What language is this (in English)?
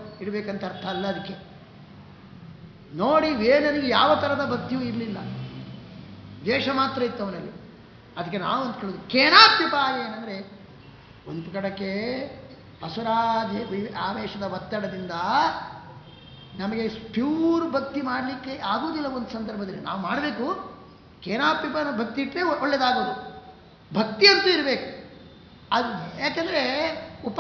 Kannada